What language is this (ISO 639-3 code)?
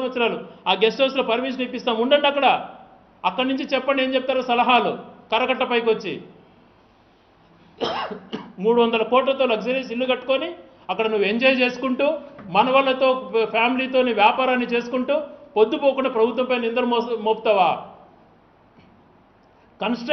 tel